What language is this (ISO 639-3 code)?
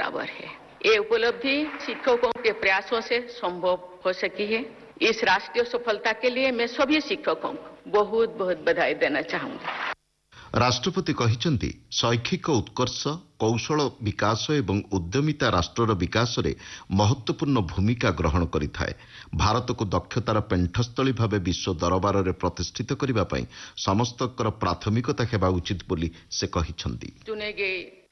ori